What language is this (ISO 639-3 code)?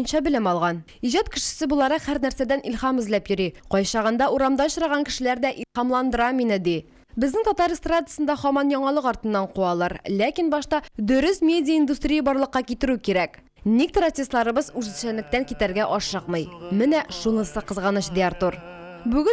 tat